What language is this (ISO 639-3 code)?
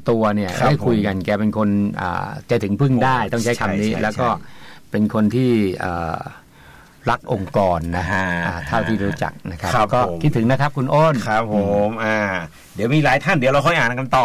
tha